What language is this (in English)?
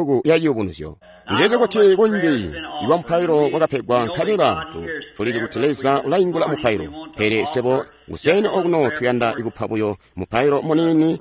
Tonga (Zambia)